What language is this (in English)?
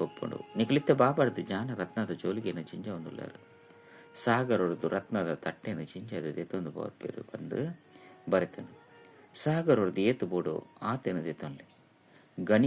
Tulu